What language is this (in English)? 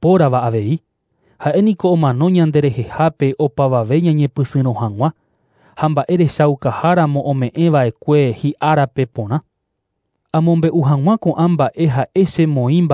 Guarani